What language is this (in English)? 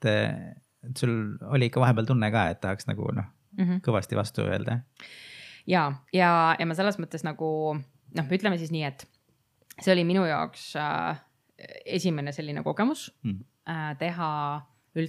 Estonian